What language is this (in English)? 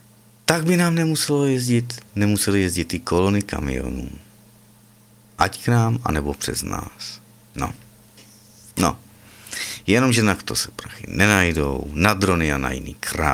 Czech